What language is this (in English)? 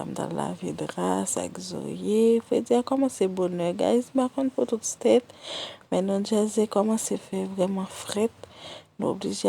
Haitian Creole